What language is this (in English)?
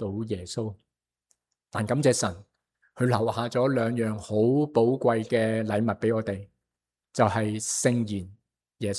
Cantonese